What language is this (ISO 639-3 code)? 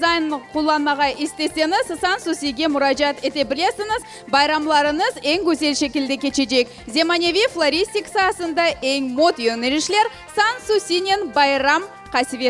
crh